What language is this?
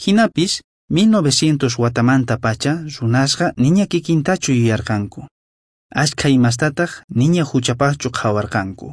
South Bolivian Quechua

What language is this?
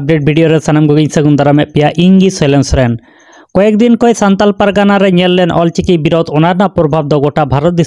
Santali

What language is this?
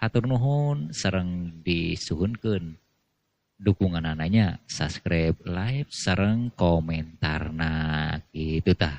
Sundanese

